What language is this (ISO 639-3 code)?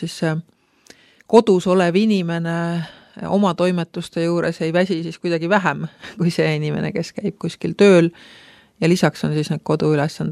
est